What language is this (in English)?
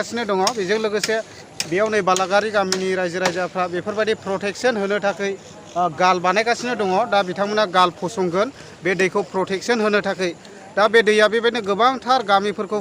Bodo